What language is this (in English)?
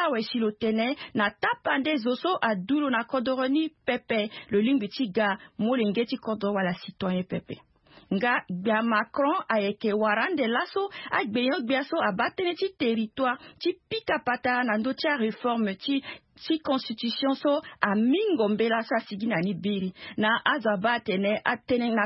Sango